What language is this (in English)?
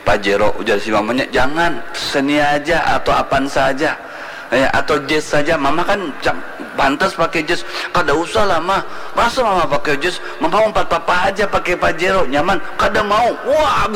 Banjar